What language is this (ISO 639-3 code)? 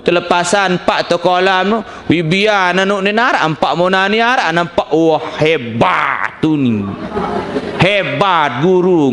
sas